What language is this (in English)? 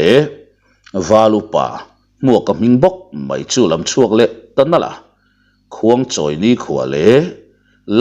Mizo